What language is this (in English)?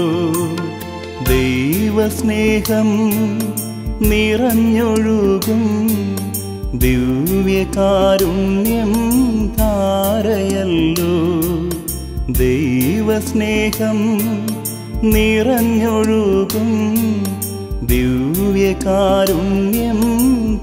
Malayalam